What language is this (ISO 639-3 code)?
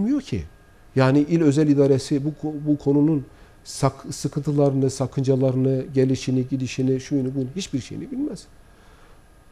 tur